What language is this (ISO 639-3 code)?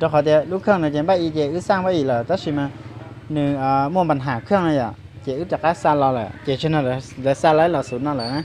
hmn